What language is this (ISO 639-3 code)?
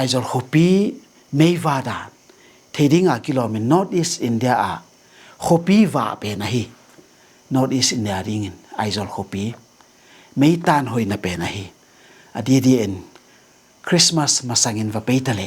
ctd